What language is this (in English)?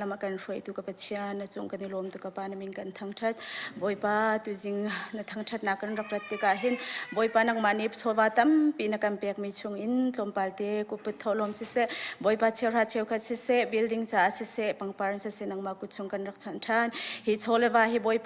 Hakha Chin